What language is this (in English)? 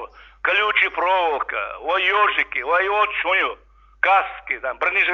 Chechen